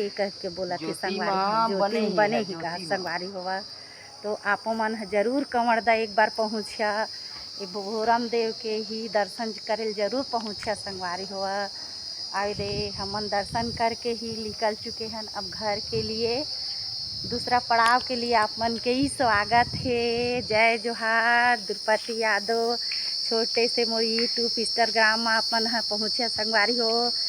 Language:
Chhattisgarhi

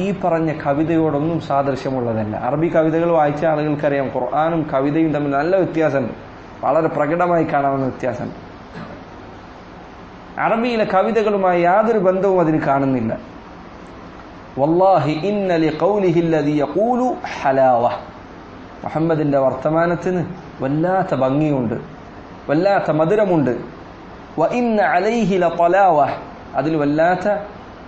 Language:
Malayalam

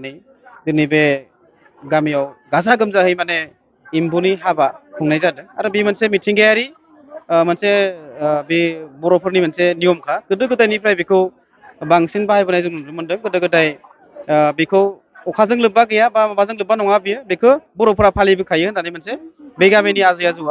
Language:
Bodo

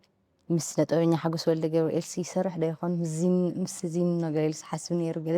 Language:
Tigrinya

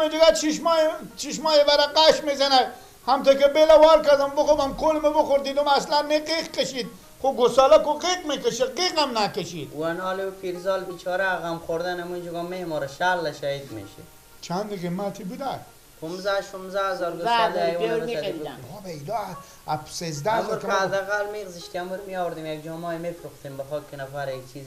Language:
Persian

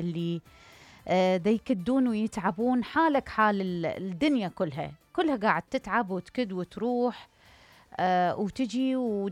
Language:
Mesopotamian Arabic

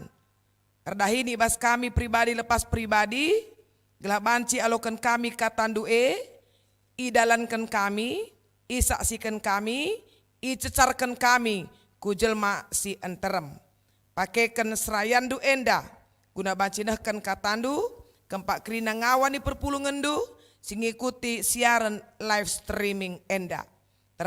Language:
Batak Karo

